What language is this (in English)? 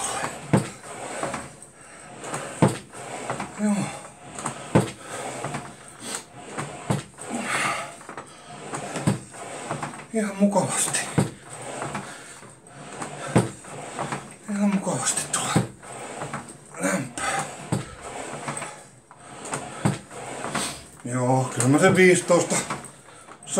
Finnish